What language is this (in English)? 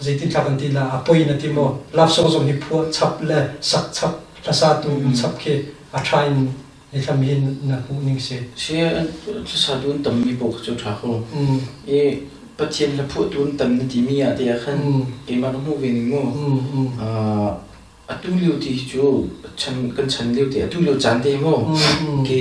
Hakha Chin